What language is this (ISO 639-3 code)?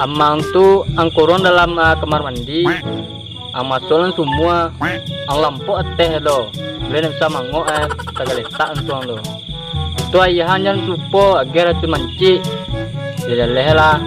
min